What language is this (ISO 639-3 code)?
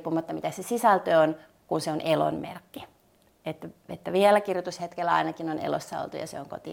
fin